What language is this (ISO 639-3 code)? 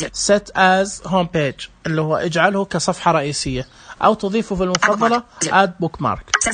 ars